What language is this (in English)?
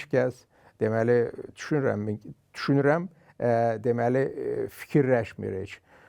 Azerbaijani